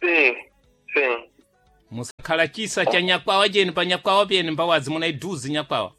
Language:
Sena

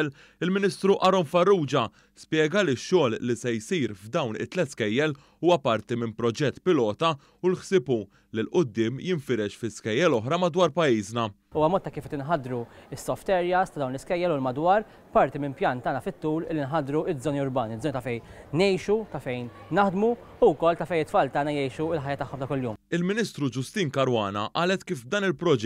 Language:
Maltese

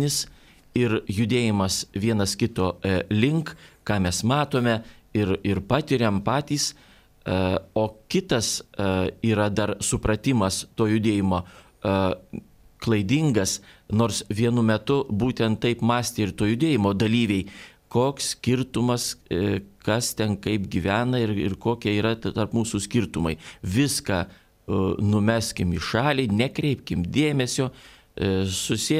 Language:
Lithuanian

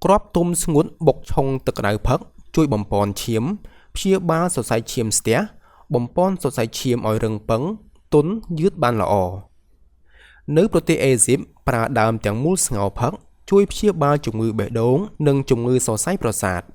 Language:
Khmer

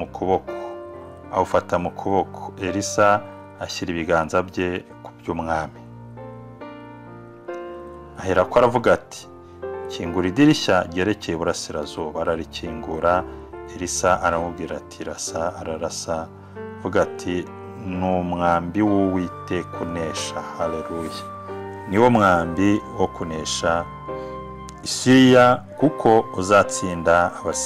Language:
Kinyarwanda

